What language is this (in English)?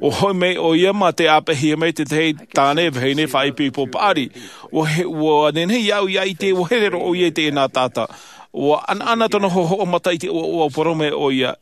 Tahitian